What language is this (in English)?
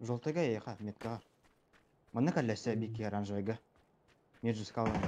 Yakut